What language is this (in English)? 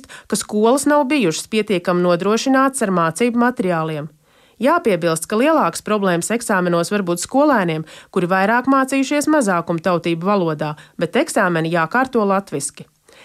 Latvian